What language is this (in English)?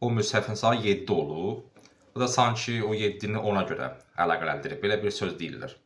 Azerbaijani